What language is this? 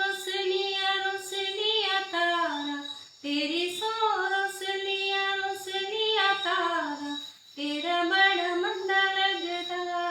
Dogri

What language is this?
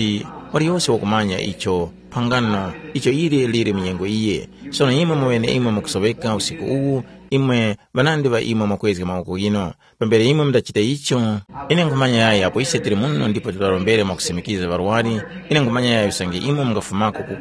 Tumbuka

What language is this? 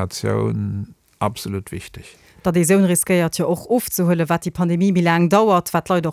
Luxembourgish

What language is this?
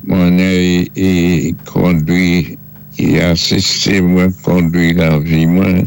Saint Lucian Creole French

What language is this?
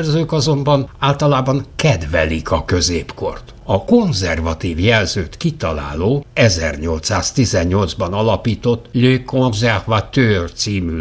Hungarian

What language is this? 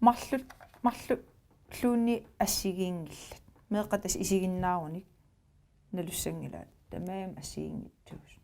Kalaallisut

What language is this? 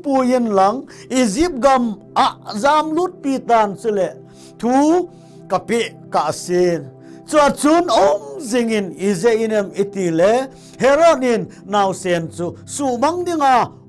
Thado Chin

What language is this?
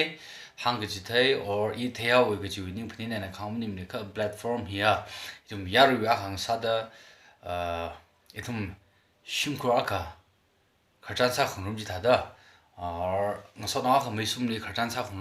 Tangkhul Naga (India)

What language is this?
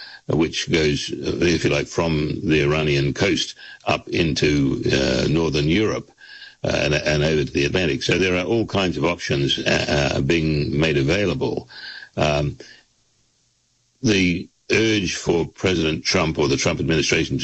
English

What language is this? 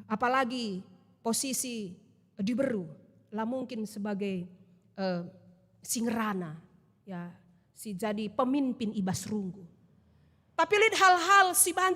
Batak Karo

